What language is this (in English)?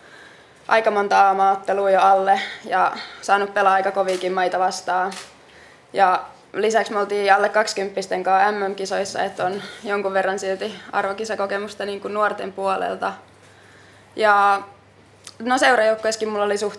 Finnish